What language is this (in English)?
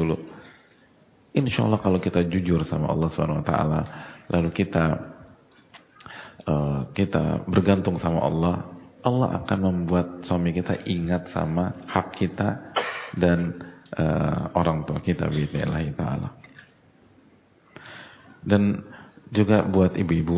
Indonesian